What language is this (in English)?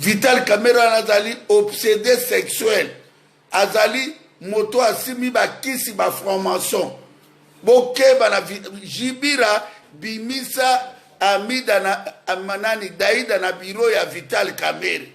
Lingala